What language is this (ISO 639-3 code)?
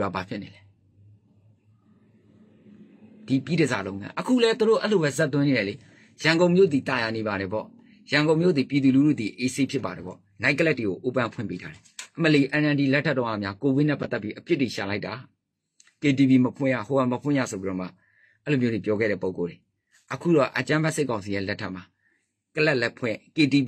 mya